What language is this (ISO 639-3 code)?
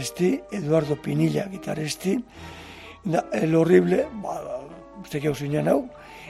eus